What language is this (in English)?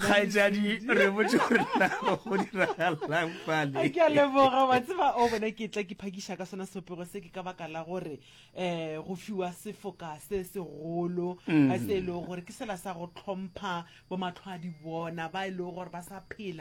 Northern Sotho